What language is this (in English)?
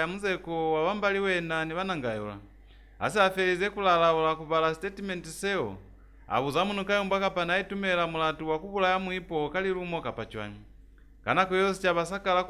Lozi